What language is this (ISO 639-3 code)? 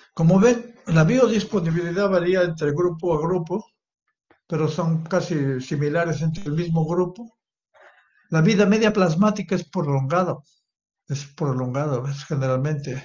spa